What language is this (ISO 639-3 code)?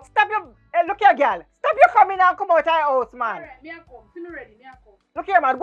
jam